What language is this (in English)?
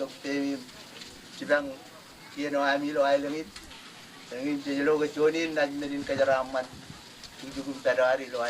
Marshallese